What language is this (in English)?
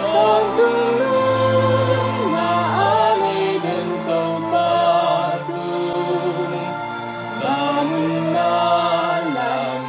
Tedim Chin